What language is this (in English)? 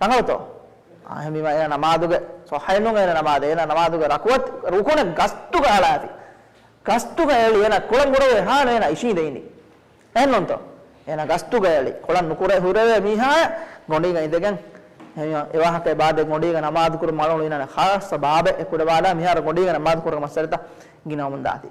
Divehi